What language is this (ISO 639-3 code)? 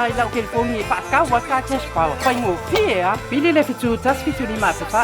smo